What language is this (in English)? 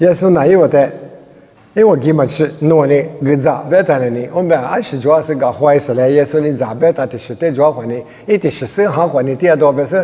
Lisu